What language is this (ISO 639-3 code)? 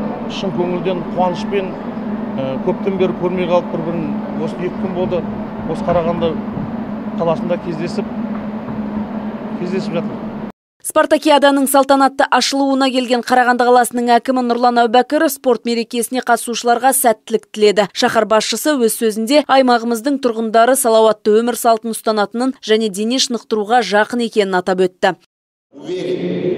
kaz